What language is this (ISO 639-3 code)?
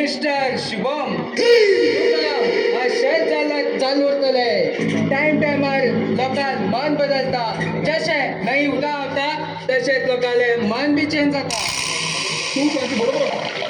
kok